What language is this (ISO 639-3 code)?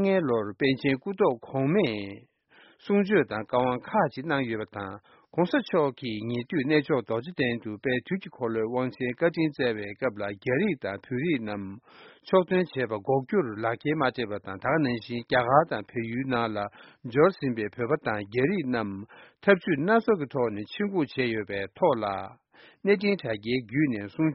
bod